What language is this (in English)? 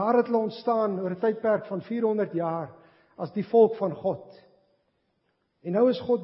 Afrikaans